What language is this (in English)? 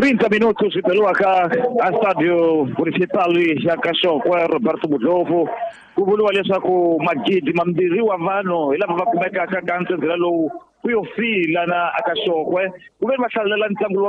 Tsonga